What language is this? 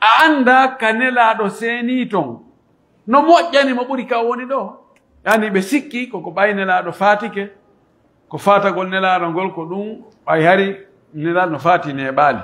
Pular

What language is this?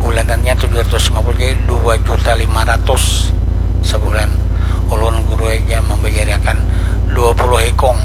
Banjar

